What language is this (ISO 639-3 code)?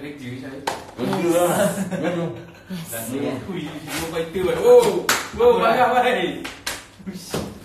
msa